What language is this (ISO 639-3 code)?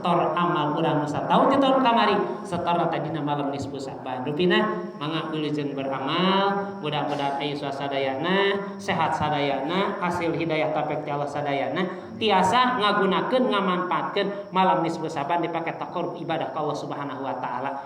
sun